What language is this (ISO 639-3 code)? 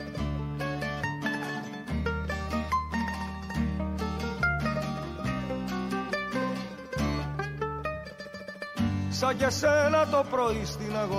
ell